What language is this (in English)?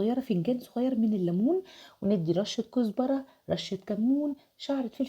Egyptian Arabic